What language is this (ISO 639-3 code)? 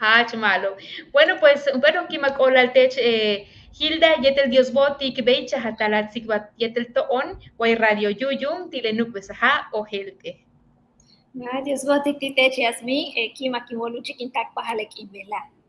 yua